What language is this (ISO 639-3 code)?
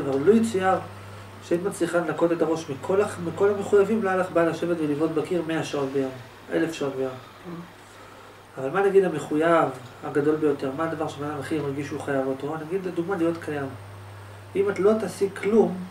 heb